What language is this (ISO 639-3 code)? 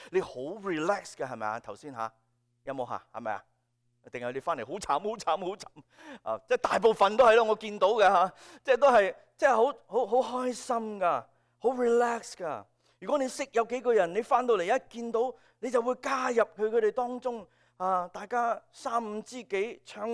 yue